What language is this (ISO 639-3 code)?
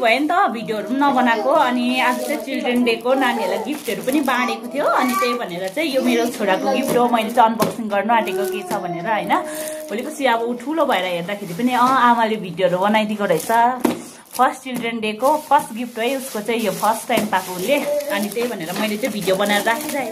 nep